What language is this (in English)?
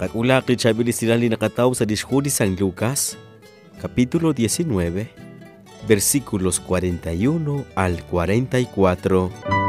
Kekchí